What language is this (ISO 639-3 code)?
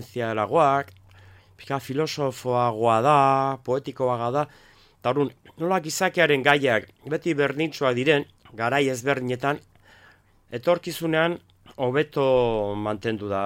eus